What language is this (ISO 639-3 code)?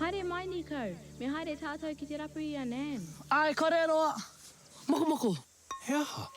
mri